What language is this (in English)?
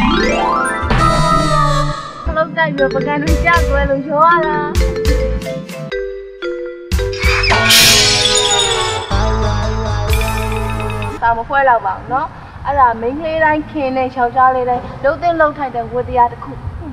Burmese